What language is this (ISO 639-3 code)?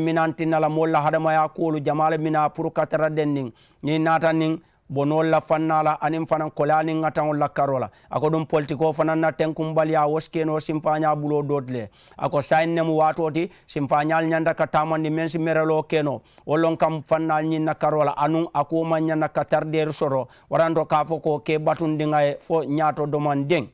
man